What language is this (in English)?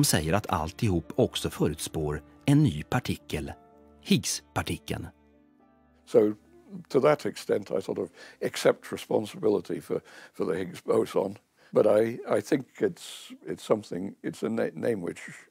Swedish